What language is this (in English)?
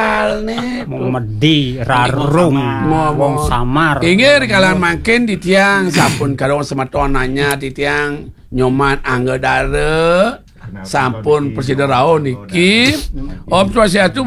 Balinese